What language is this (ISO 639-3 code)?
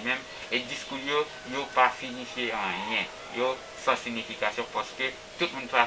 hat